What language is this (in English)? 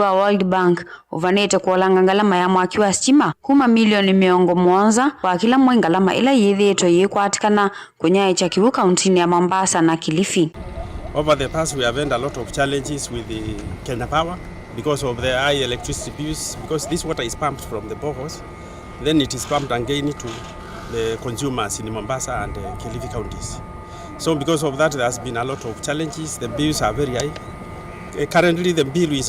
Kamba